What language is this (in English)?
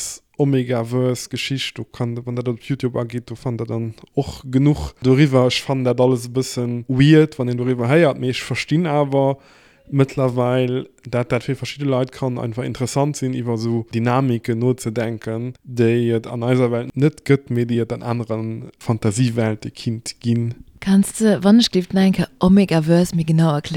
Luxembourgish